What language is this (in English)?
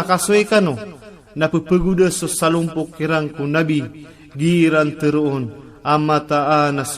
Maranao